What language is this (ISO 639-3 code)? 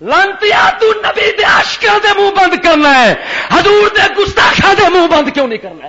lah